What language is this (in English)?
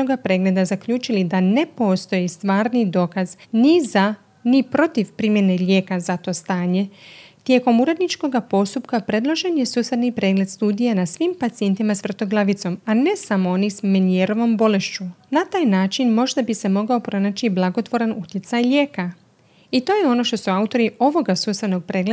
Croatian